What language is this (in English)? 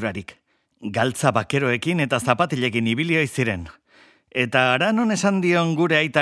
Basque